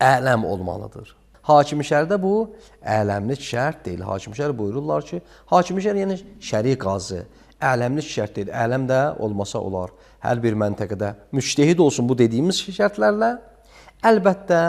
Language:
Azerbaijani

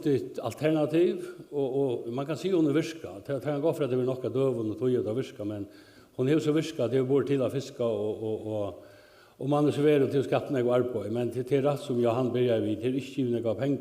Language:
Faroese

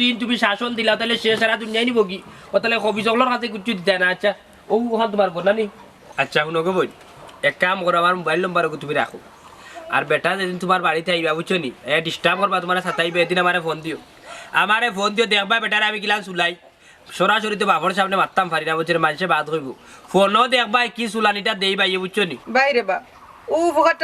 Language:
Sylheti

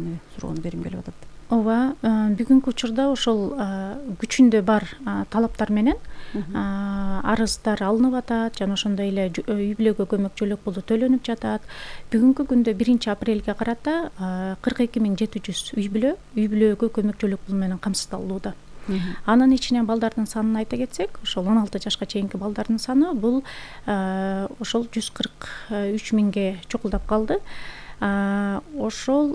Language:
Kyrgyz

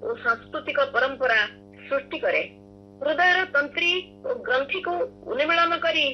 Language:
Odia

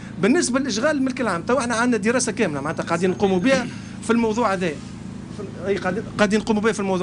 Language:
Tunisian Arabic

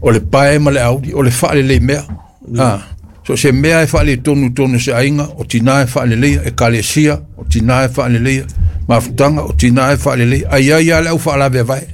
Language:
Samoan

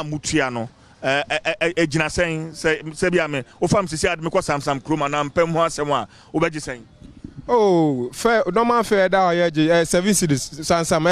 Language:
Akan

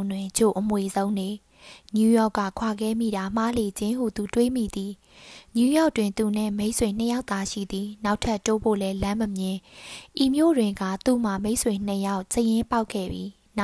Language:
Burmese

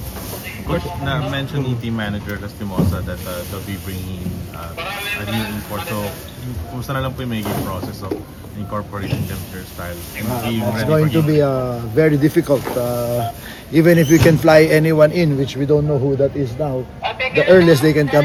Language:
Filipino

